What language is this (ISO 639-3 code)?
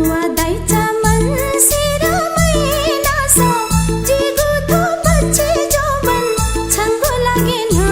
new